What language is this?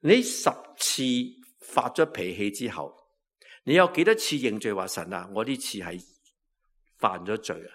Cantonese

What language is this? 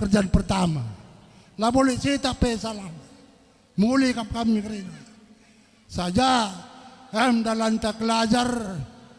Batak Karo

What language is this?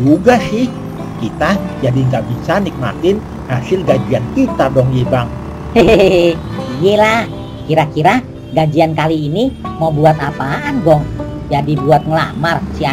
Betawi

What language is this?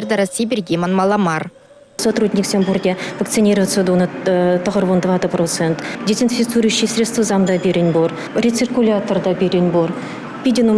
Chuvash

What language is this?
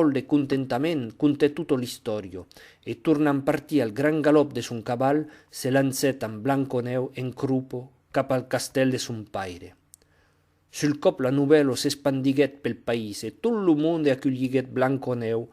Occitan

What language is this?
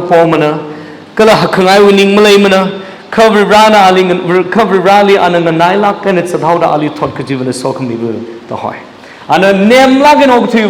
Tangkhul Naga (India)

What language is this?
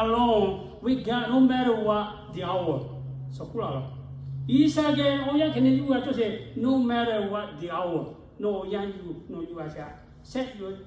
Lahu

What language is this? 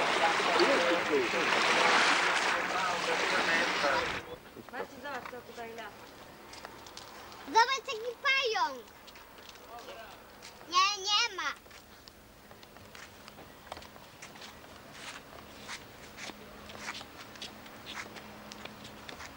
Polish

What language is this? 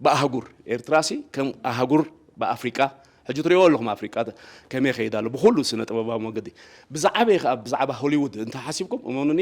Tigrinya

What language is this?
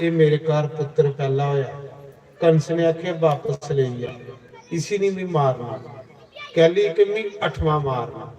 Dogri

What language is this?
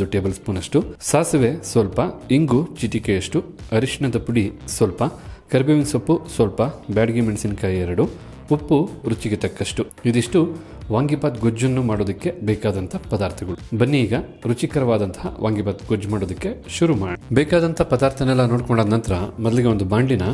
Kannada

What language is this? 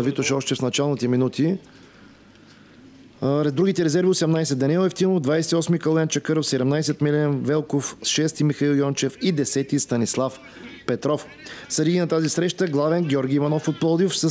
Bulgarian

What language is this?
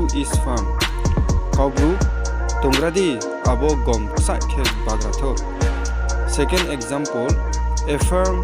Riang (India)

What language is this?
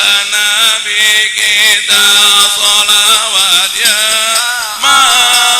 Betawi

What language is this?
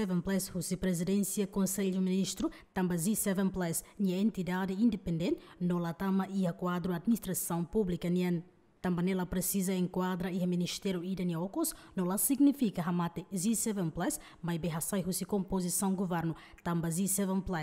Tetum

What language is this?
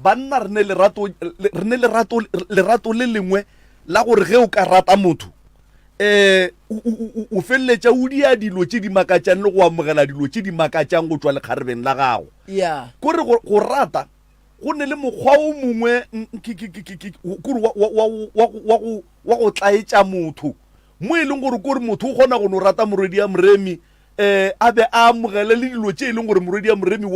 Northern Sotho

